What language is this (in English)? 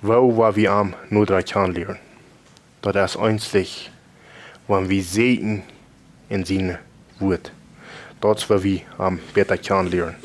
Plautdietsch